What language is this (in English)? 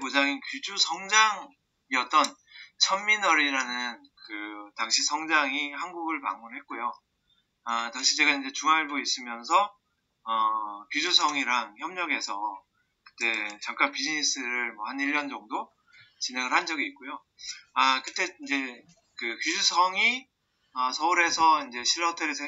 Korean